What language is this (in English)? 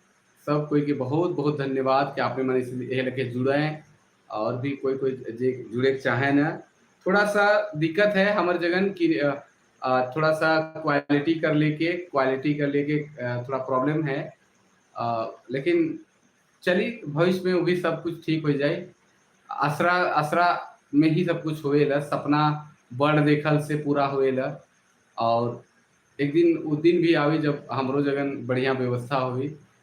Sadri